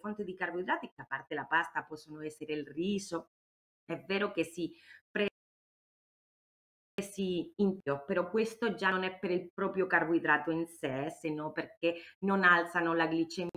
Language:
Italian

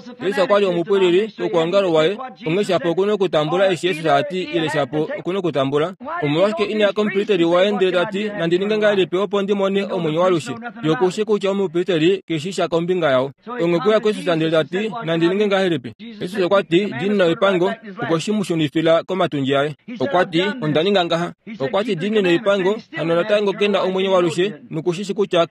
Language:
Kuanyama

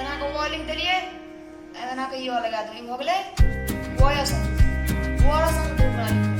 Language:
Maithili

